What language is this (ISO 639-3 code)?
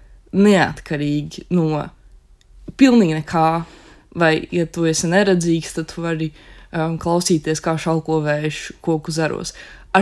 lav